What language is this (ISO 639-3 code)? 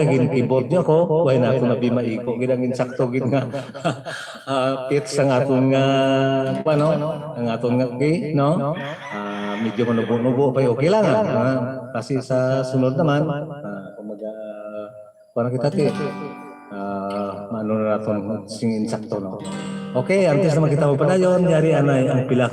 hil